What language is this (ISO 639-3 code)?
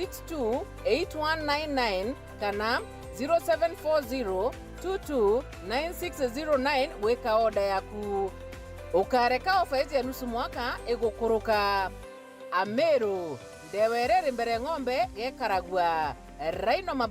mer